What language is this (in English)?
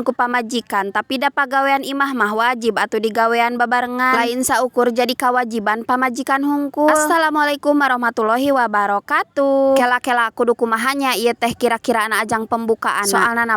Sundanese